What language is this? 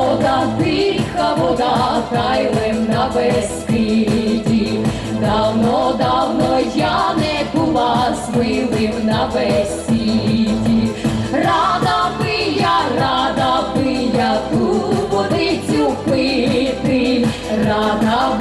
Rusyn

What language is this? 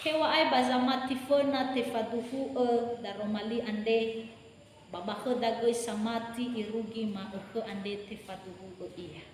Nias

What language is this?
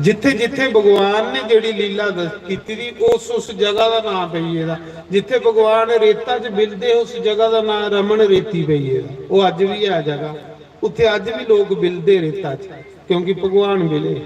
Dogri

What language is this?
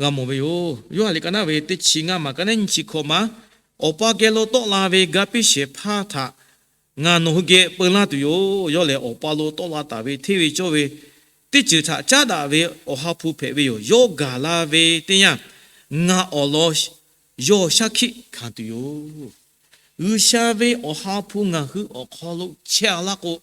Lahu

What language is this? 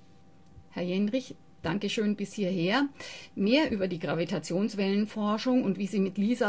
German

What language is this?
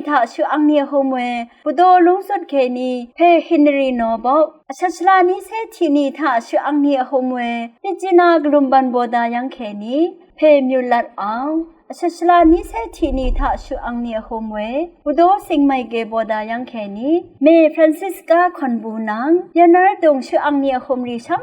Rawang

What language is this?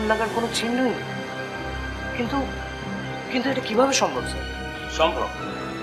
Bangla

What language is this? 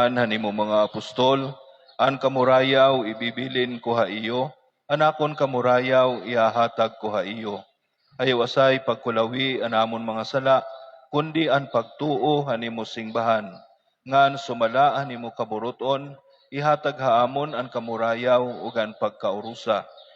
Waray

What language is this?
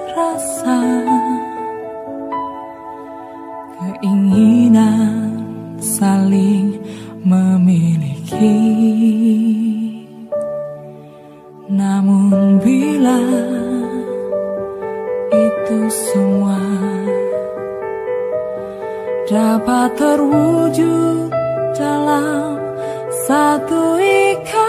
Indonesian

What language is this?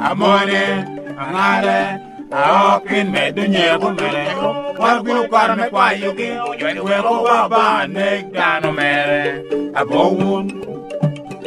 Lango (Uganda)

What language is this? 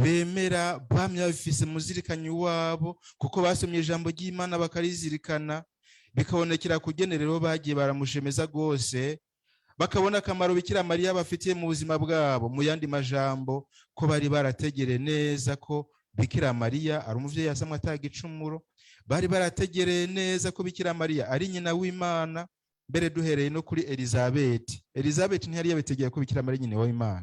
Rundi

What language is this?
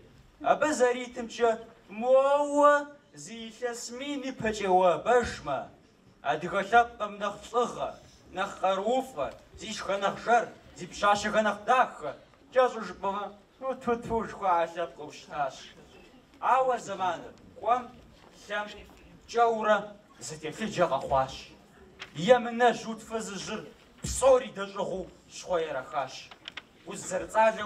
Kabardian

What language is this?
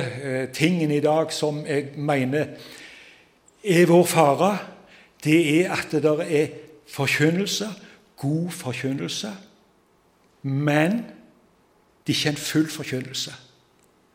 Norwegian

